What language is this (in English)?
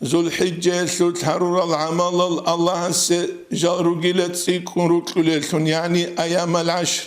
Avaric